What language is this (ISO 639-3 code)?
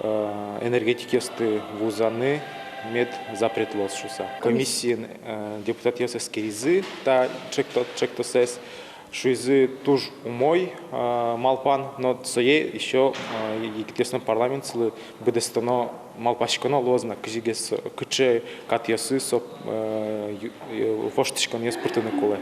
udm